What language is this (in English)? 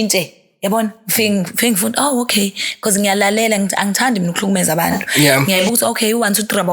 Zulu